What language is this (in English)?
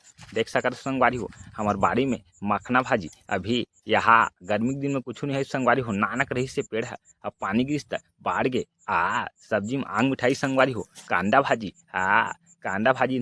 Chhattisgarhi